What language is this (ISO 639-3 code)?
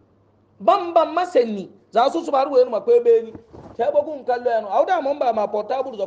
hau